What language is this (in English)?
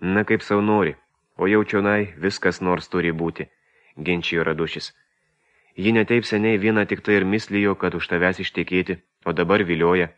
Lithuanian